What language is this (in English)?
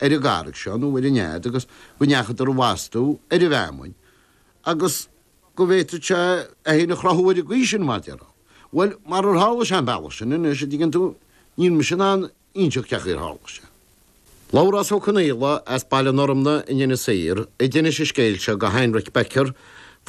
Irish